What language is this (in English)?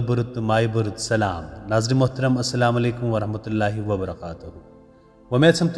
Kashmiri